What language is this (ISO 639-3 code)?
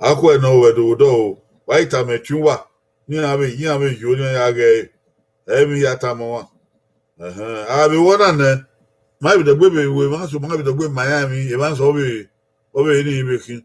bin